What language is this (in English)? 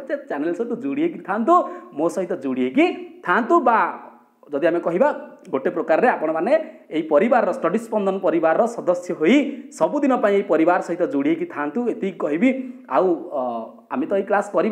Odia